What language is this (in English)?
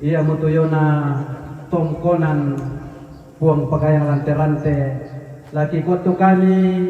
Toraja-Sa'dan